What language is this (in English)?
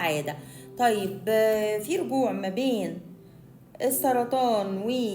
Egyptian Arabic